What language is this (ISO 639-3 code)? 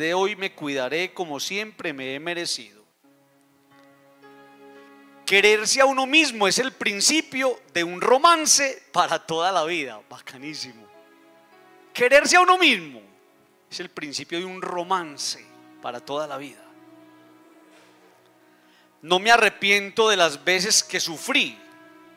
spa